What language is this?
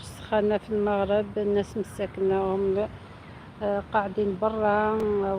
Algerian Arabic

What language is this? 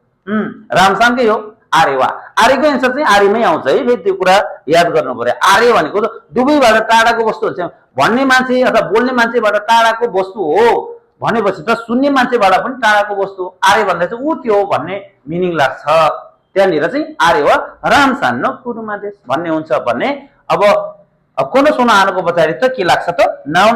Nepali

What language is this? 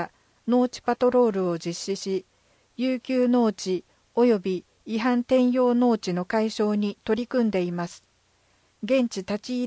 Japanese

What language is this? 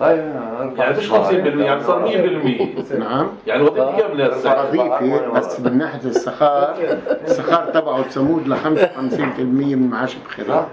North Levantine Arabic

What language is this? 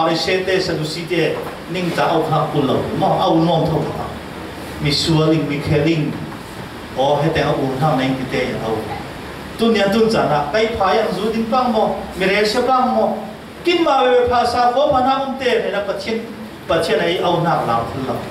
Falam Chin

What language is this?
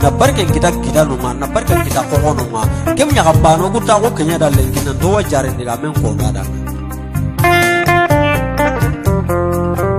Swahili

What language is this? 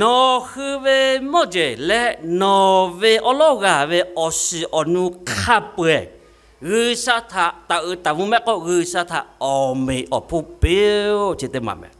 Lahu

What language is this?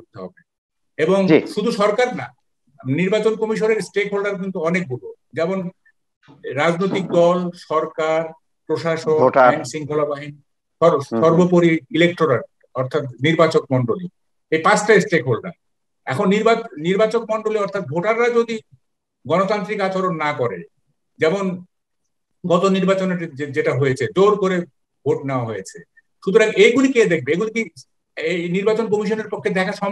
Bangla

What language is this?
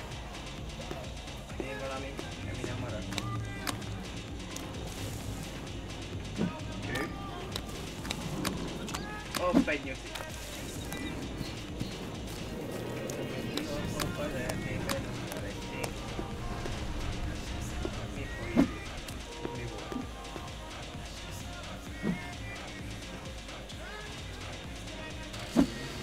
Hungarian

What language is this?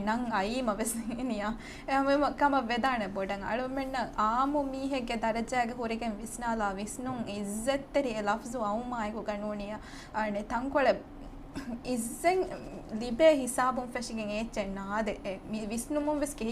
Divehi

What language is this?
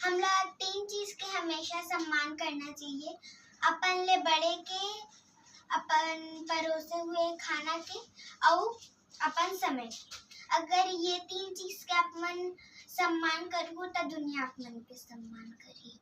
Chhattisgarhi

